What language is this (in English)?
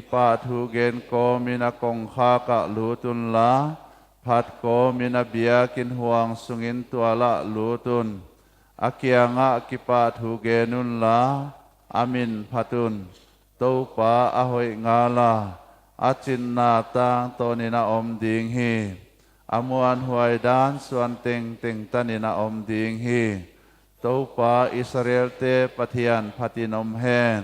Paite Chin